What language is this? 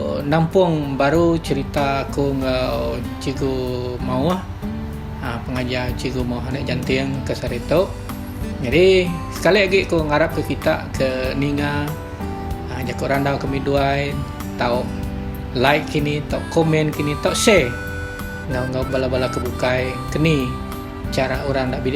Iban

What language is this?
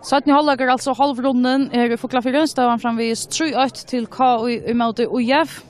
Faroese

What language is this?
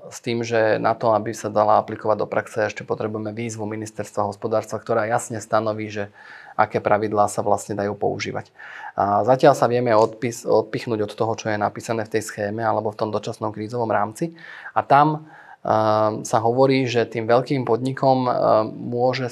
Slovak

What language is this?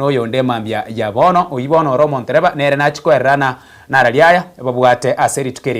Gusii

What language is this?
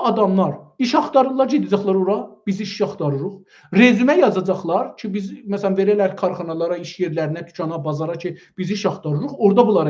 South Azerbaijani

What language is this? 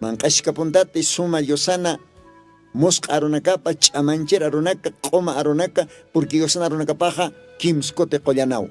Aymara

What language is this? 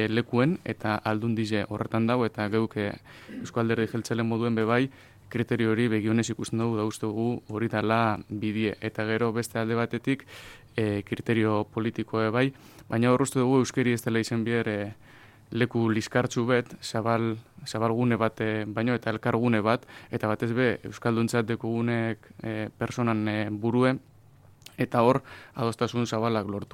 Basque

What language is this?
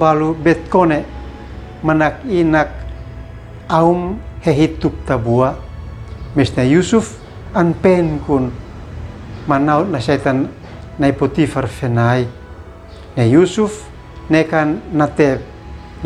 Uab Meto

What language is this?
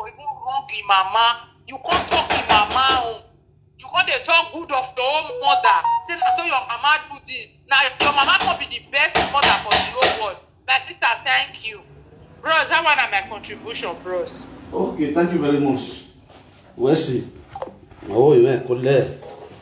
Nigerian Pidgin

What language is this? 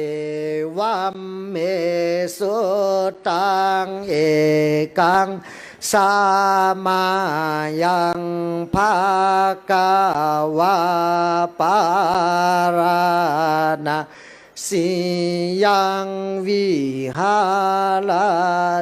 Pali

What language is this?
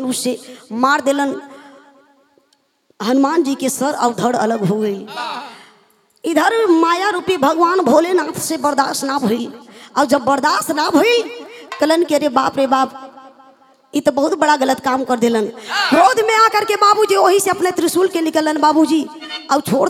Bhojpuri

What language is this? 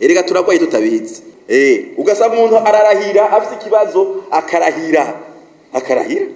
Rundi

